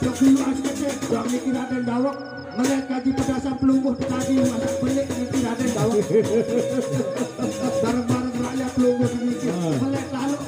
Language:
Sasak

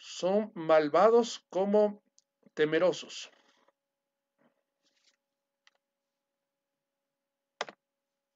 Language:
Spanish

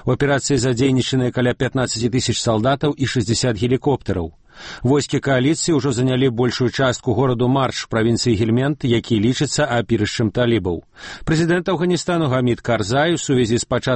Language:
Belarusian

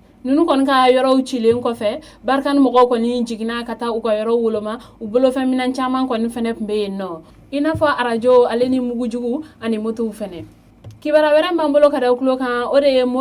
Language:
Bambara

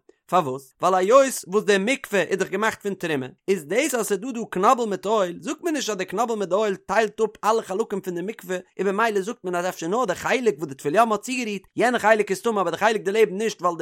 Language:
Yiddish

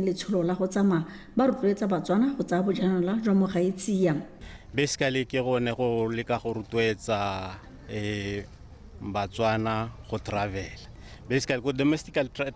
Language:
Tswana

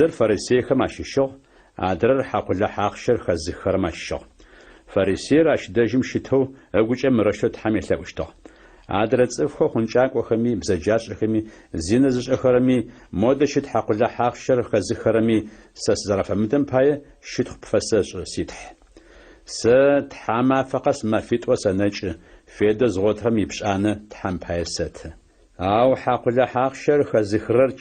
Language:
Adyghe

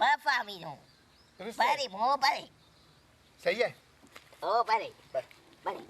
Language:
Persian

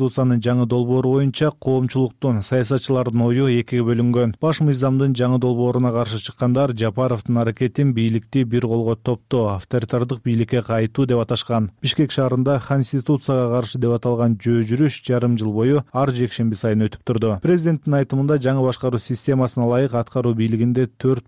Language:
Kyrgyz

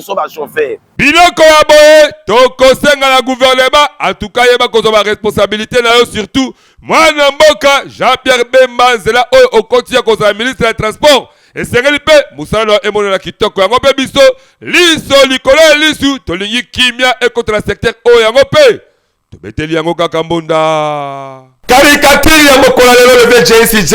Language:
Lingala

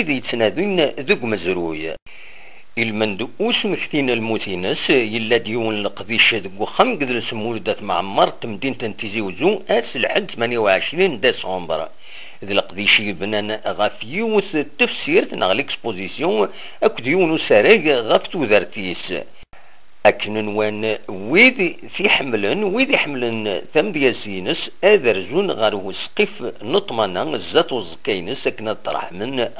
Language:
Kabyle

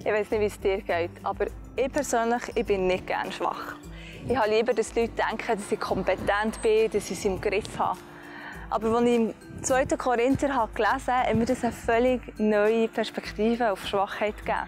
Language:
Swiss German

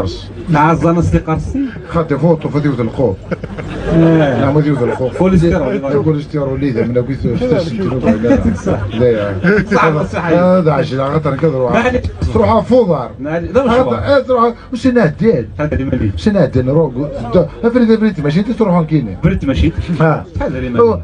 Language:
Kabyle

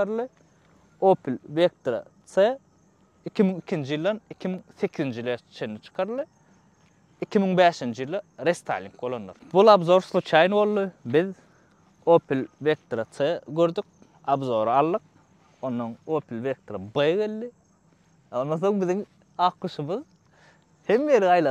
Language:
Turkmen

